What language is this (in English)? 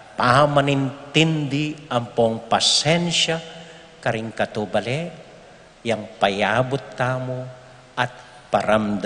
Pampanga